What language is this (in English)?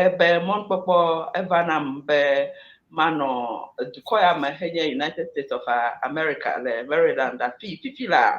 Ewe